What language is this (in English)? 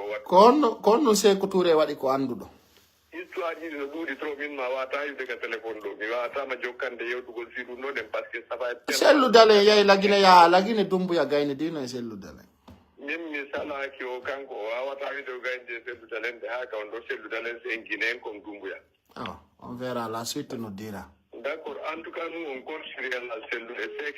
Pular